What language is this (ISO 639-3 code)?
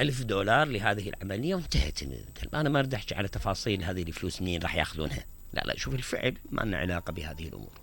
acm